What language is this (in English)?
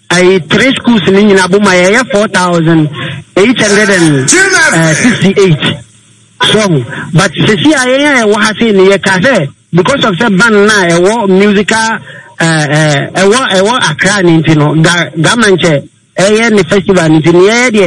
Akan